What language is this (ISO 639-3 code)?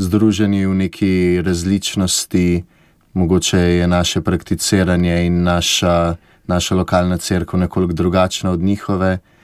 slv